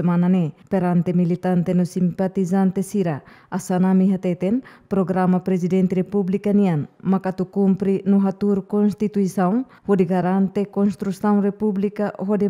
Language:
Tetum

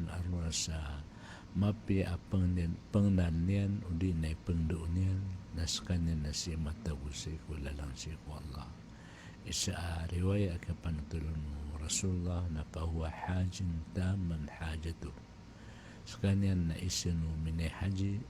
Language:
Maranao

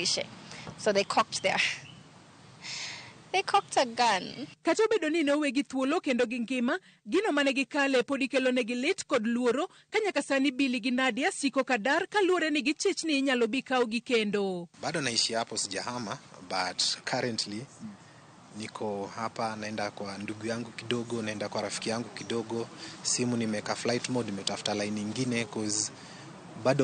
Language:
Luo (Kenya and Tanzania)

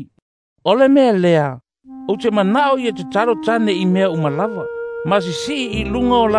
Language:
Samoan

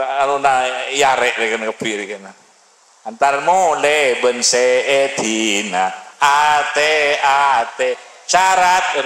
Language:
Madurese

